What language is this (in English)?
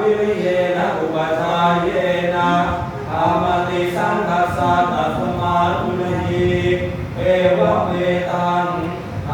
Pali